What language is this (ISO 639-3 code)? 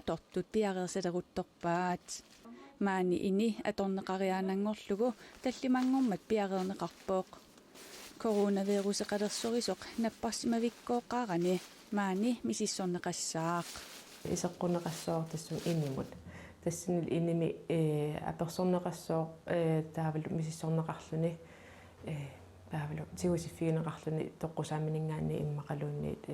kal